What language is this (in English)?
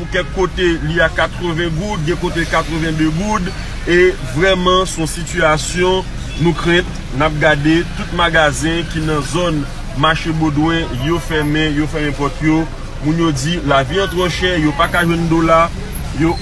Haitian Creole